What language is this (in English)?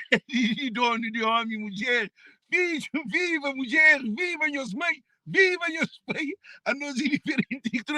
Kabuverdianu